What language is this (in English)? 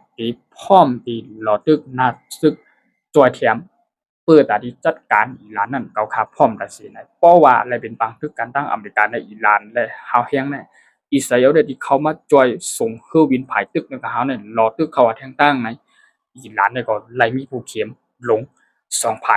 Shan